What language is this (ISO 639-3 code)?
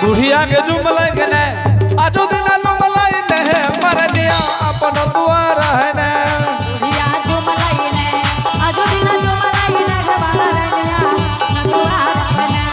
anp